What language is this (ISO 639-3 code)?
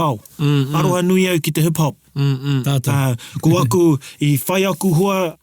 mri